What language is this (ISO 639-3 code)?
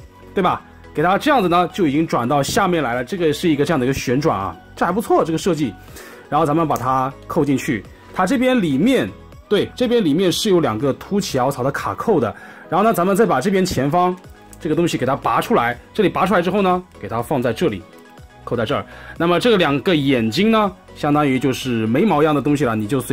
zho